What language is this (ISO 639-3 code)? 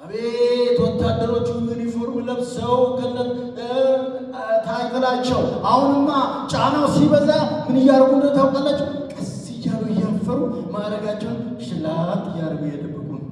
amh